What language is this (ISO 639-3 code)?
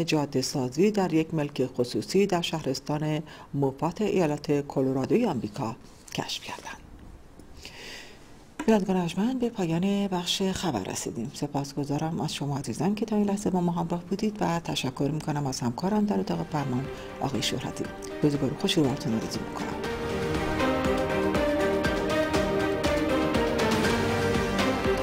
fas